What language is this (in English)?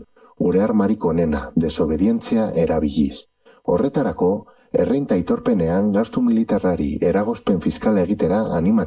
Basque